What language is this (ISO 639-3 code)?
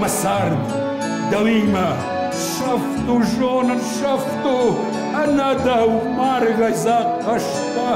oss